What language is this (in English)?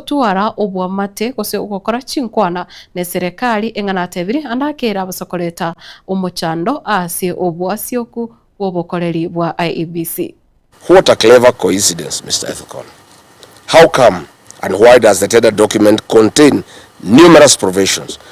Gusii